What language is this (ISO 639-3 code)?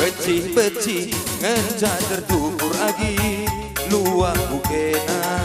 btx